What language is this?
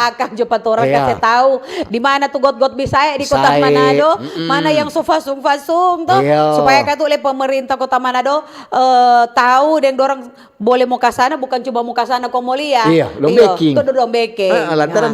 Manado Malay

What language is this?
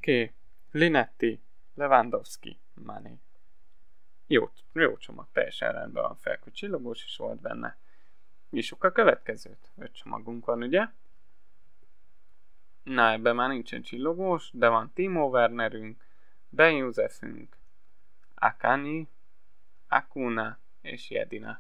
Hungarian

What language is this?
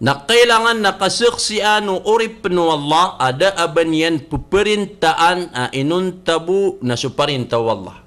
Maranao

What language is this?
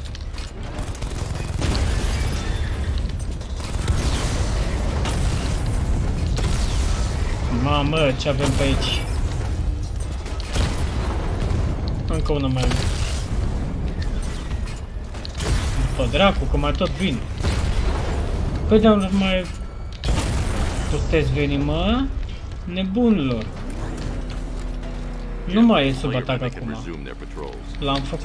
Romanian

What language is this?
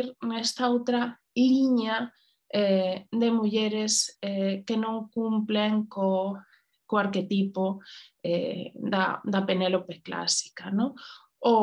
Galician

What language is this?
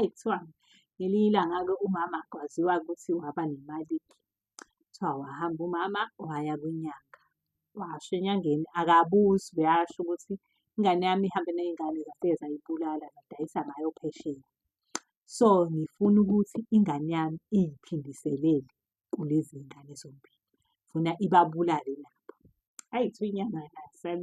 Zulu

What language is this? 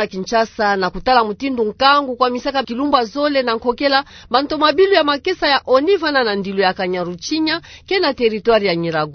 Kituba (Democratic Republic of Congo)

